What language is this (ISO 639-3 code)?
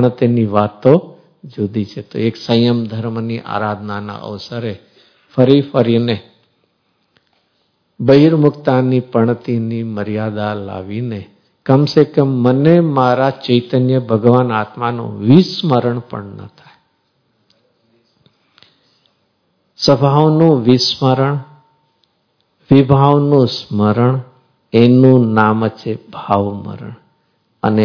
guj